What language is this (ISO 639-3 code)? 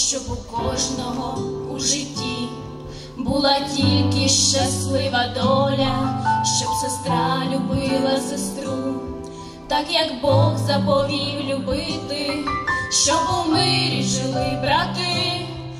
ukr